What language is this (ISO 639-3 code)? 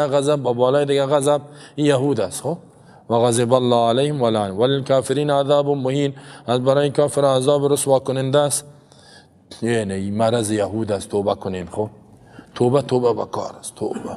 fas